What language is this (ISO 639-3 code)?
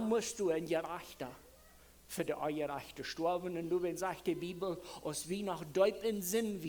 pdt